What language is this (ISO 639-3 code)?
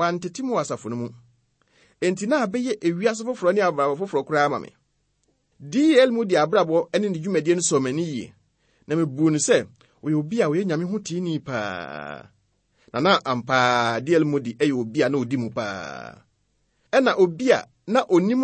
aka